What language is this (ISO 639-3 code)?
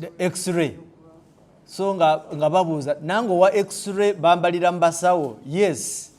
lug